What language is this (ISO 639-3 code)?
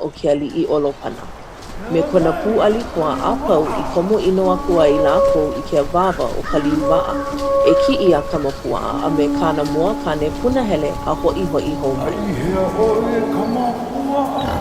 haw